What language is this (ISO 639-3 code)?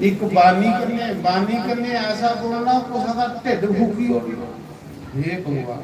doi